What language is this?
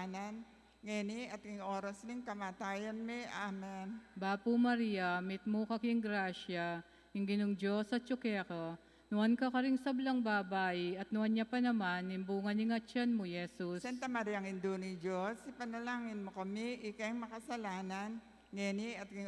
Pampanga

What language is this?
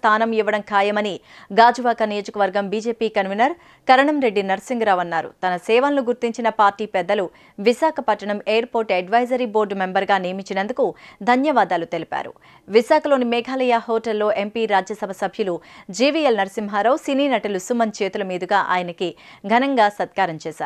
Telugu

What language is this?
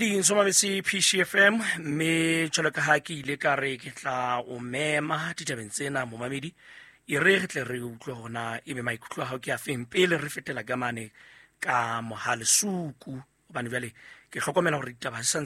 Southern Sotho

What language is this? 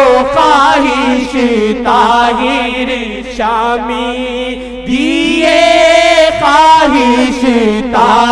Urdu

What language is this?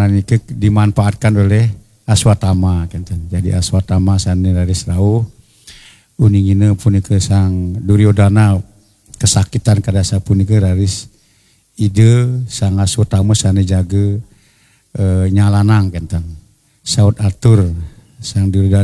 Balinese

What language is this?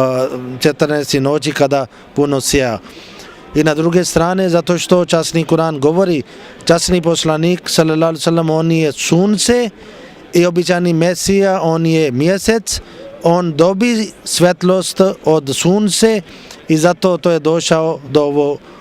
Bosnian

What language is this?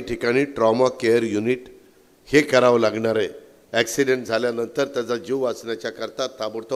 Marathi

